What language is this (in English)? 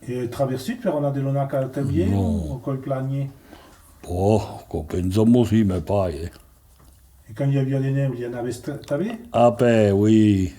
Occitan